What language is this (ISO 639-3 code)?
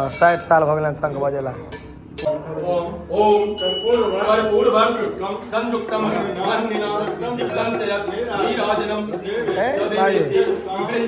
mai